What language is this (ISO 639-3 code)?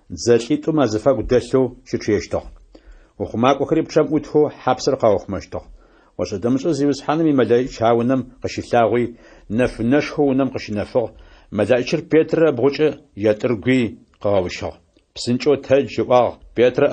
ady